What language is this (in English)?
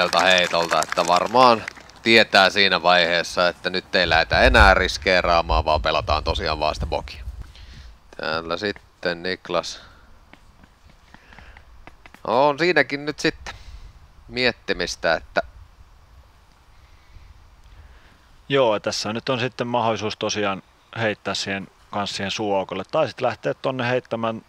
Finnish